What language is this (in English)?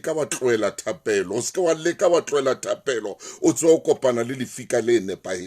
Southern Sotho